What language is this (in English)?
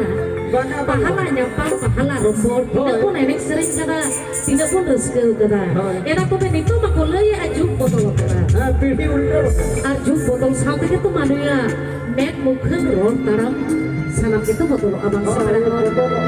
Santali